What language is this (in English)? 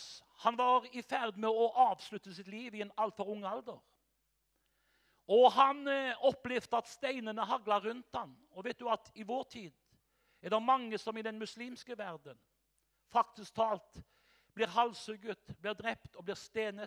Norwegian